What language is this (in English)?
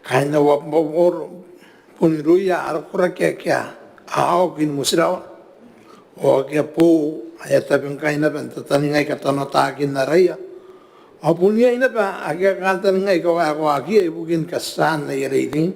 Gilbertese